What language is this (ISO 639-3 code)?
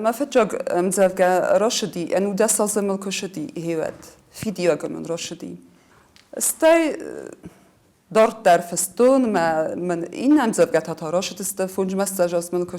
oss